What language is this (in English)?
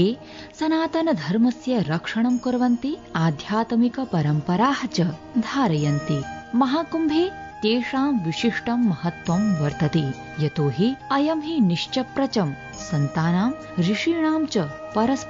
Sanskrit